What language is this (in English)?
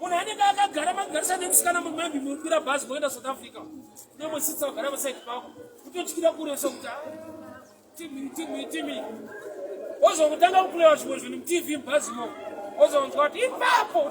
Shona